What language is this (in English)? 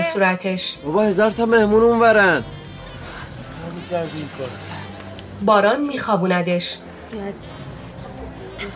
Persian